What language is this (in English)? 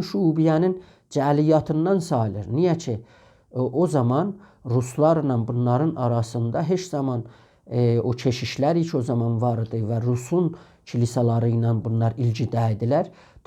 South Azerbaijani